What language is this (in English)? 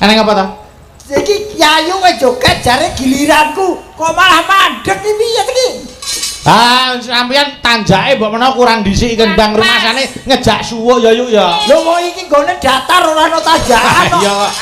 Javanese